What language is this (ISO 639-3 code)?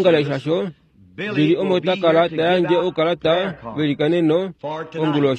kua